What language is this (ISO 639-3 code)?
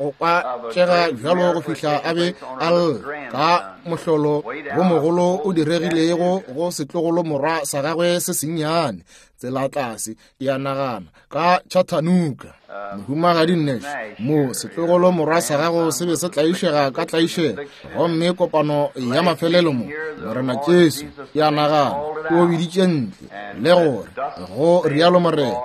nso